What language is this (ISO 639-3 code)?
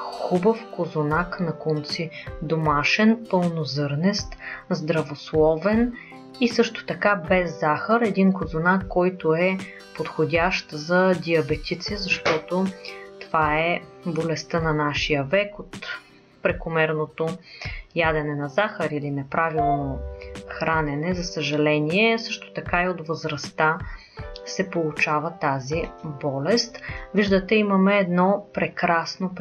bul